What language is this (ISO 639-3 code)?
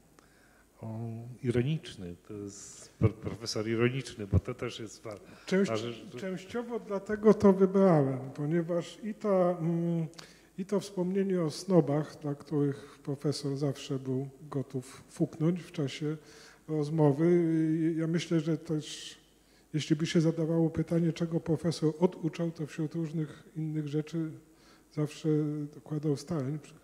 pol